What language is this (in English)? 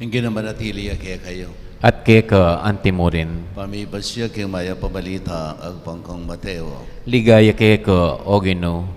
Pampanga